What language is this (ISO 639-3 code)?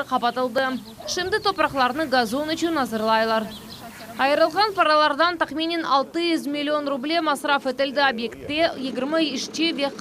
crh